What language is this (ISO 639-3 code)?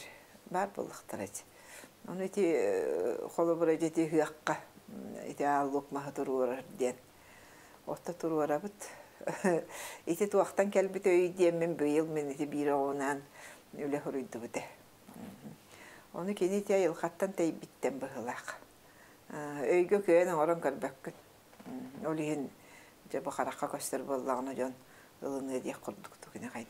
sah